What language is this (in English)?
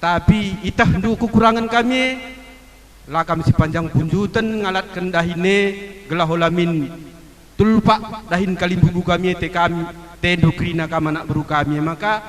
Batak Karo